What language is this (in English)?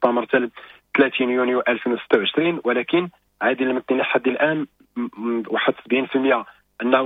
Moroccan Arabic